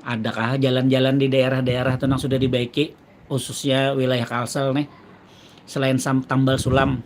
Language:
Banjar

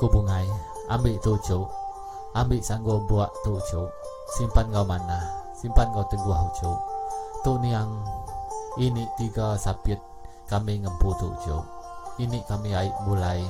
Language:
Iban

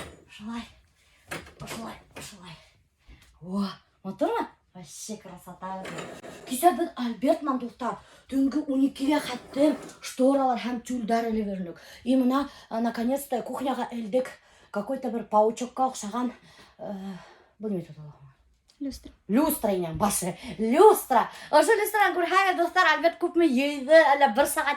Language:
Bashkir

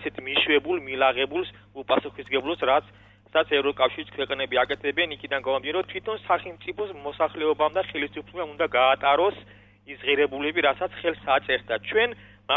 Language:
Georgian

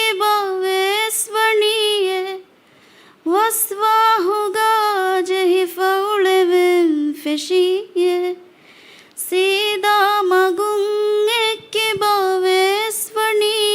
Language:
Divehi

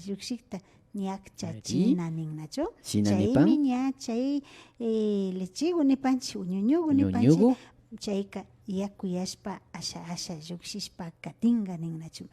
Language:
Imbabura Highland Quichua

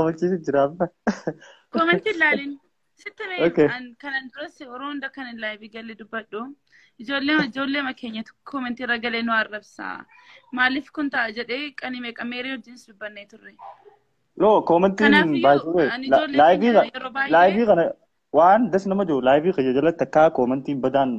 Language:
Oromo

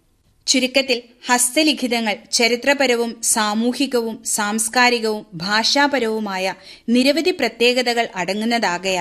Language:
Malayalam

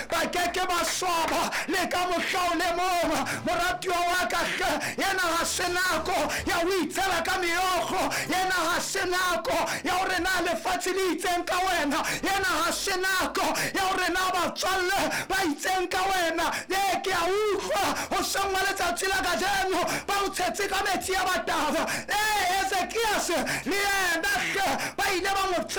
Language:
Southern Sotho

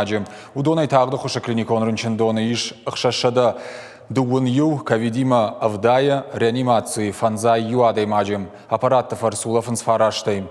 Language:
Ossetic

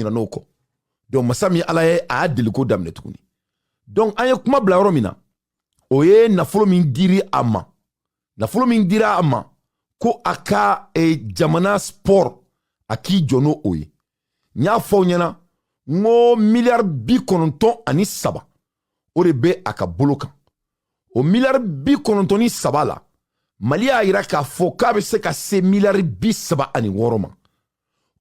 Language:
Bambara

